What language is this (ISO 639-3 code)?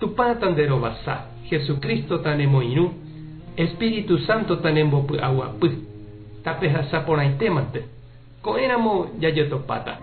grn